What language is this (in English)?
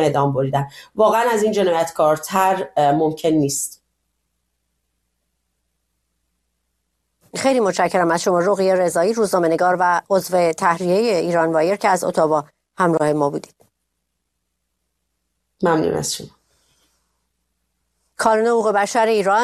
Persian